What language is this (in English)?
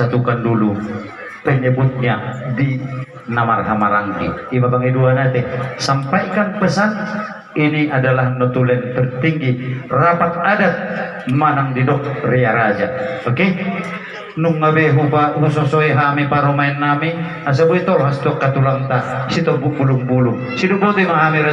Batak Toba